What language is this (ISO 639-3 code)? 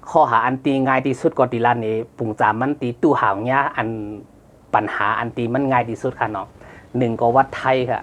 shn